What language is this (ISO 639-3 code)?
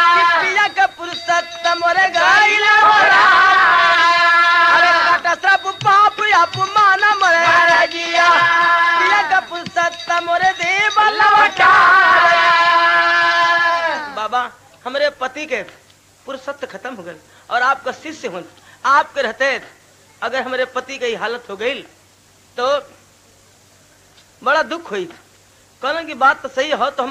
bho